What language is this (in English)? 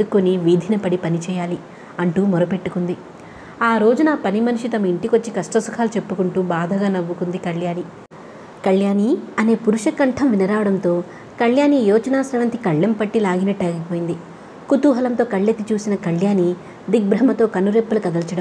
Telugu